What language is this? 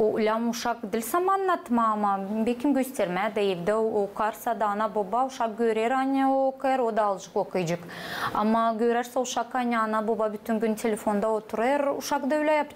Gagauz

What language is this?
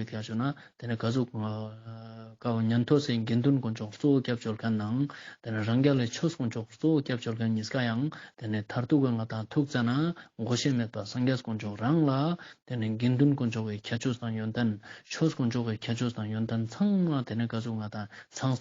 Ladakhi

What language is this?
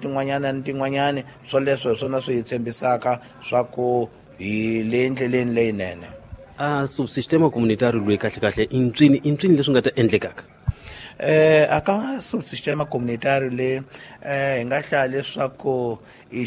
Tsonga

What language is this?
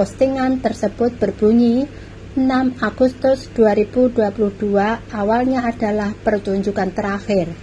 Indonesian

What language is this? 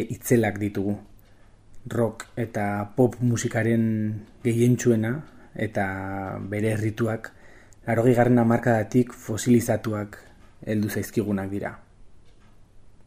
Basque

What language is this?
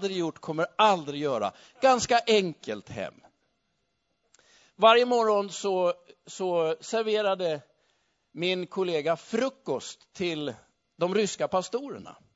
Swedish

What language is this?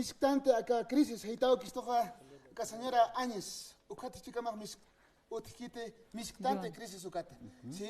Aymara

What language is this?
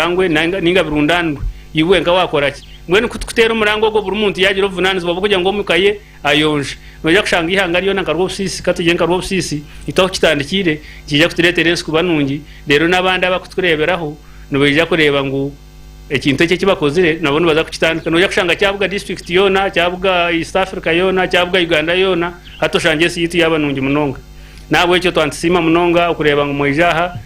Nyankole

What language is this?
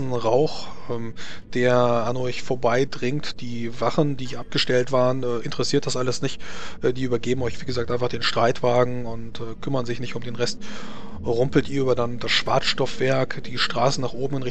German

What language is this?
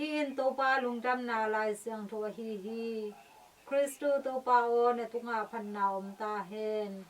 Tedim Chin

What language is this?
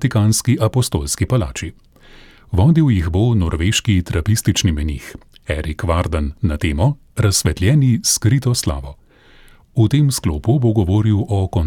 Slovenian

